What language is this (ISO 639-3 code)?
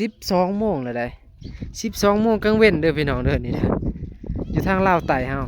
tts